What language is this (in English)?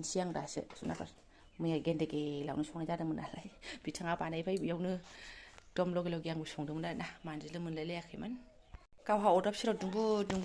Bodo